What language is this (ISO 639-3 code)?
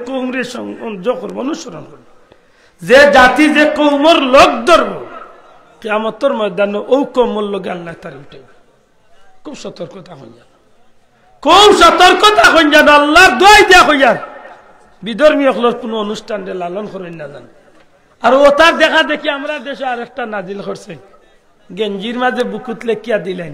syl